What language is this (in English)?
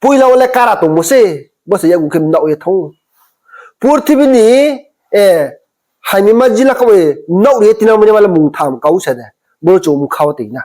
Riang (India)